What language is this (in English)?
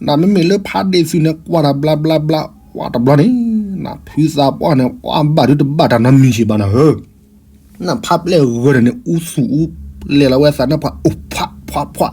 S'gaw Karen